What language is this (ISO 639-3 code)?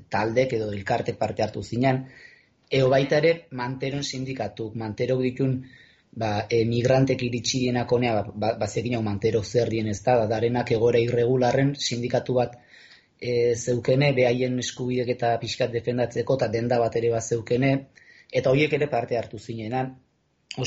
eus